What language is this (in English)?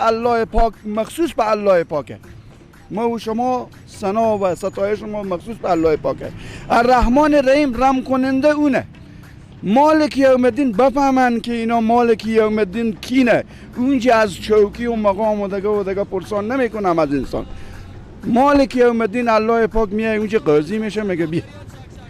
Persian